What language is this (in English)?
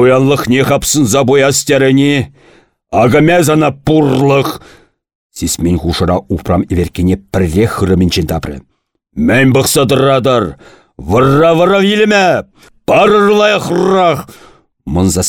Chuvash